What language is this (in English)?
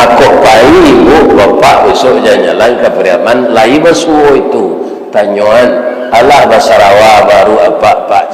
Minangkabau